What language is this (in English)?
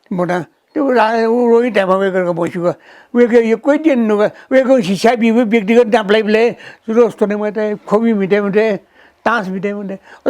Newari